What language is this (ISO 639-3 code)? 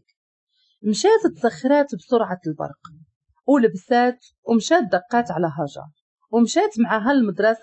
ary